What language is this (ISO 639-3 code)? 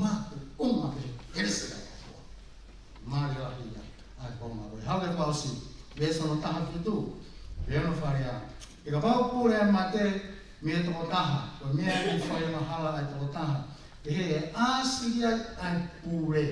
ton